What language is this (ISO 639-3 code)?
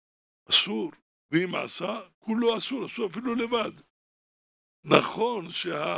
heb